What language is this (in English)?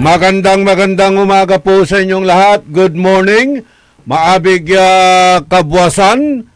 Pangasinan